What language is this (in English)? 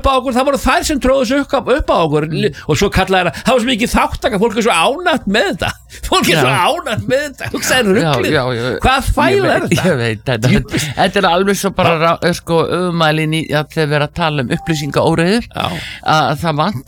Icelandic